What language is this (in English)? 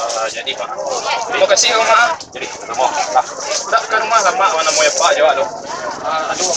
Minangkabau